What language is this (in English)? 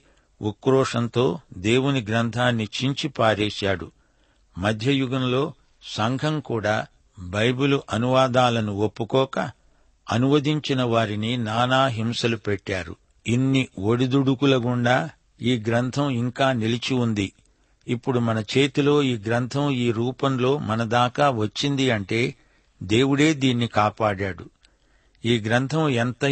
Telugu